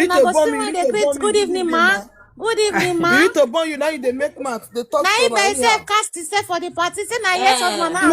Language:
Nigerian Pidgin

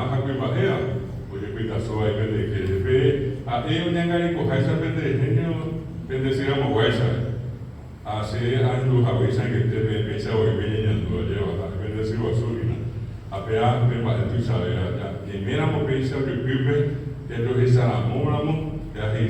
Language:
Guarani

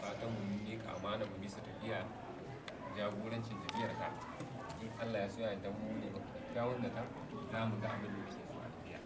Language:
Hausa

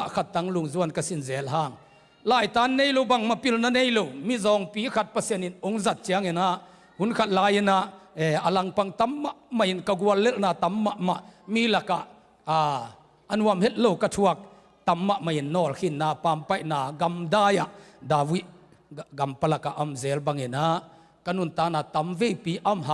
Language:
Tedim Chin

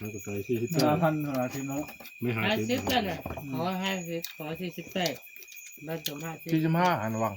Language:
Northeastern Thai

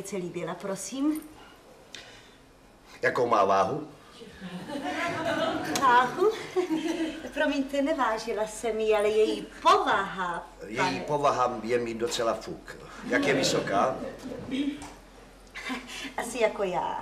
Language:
Czech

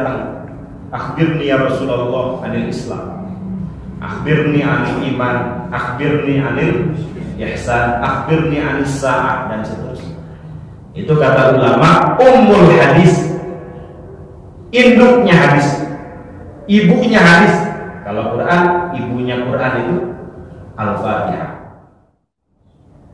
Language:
Indonesian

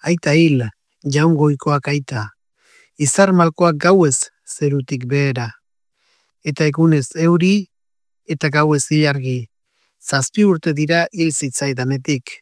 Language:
Basque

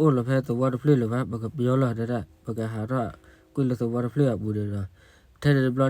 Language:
S'gaw Karen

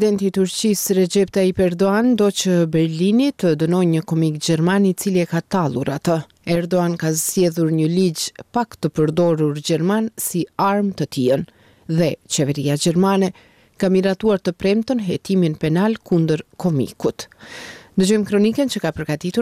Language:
Albanian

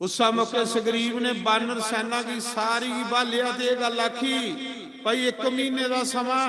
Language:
Dogri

